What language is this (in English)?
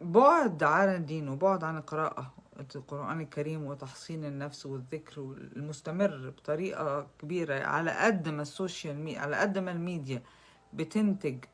Egyptian Arabic